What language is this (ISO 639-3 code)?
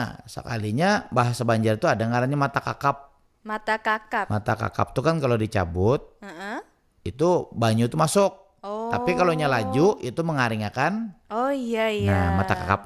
bjn